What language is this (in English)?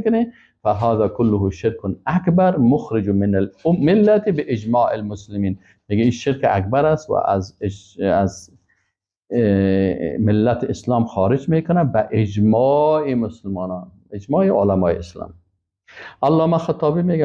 Persian